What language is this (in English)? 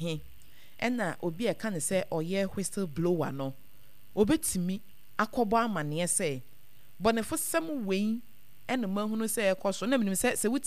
Akan